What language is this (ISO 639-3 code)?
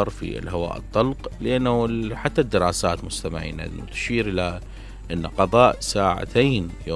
acm